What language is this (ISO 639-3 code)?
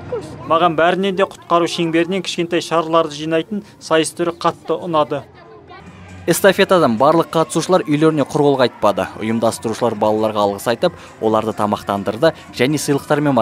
kaz